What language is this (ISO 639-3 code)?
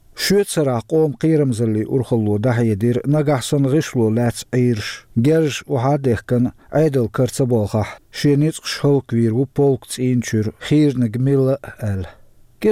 che